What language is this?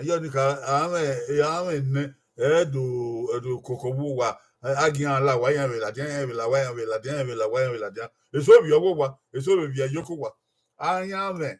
Bini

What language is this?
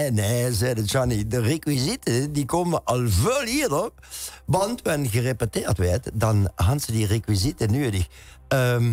Limburgish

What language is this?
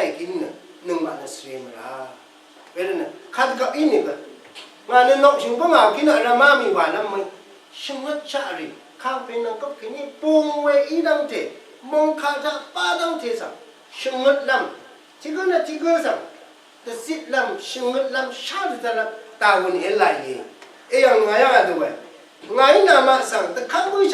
Rawang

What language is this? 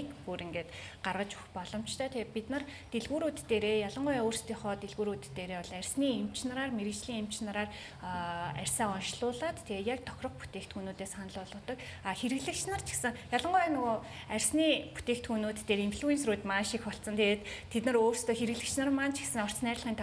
Mongolian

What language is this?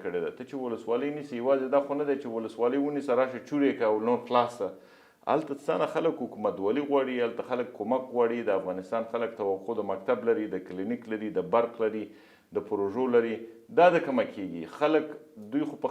Pashto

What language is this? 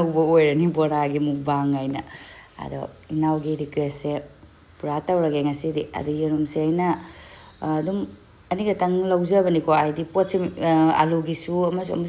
Manipuri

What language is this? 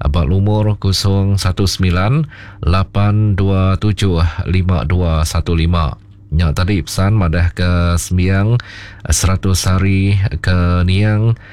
Iban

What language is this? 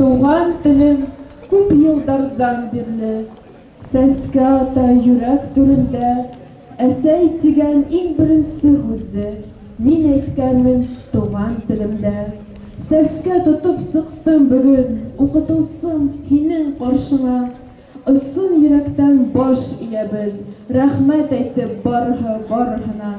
Bashkir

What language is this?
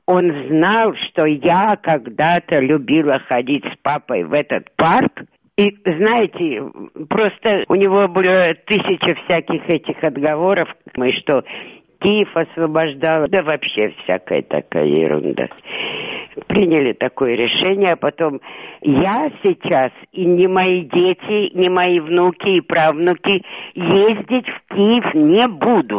Russian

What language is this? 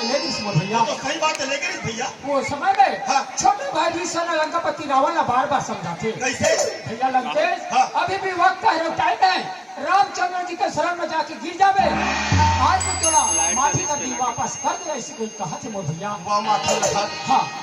Chhattisgarhi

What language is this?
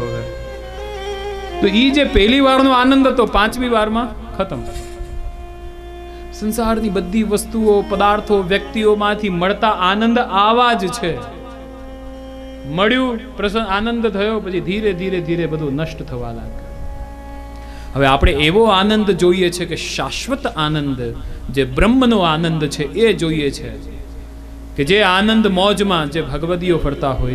Gujarati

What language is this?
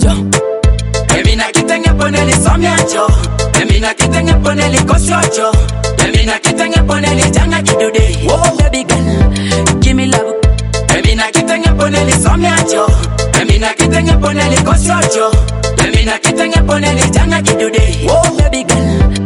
Swahili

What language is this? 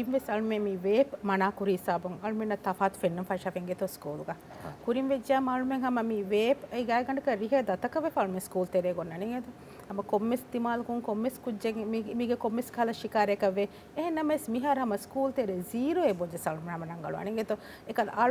Divehi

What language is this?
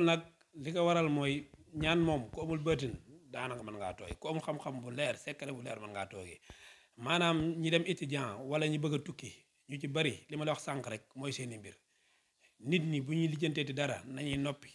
Wolof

